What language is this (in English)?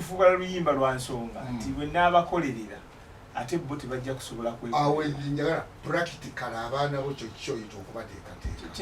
Ganda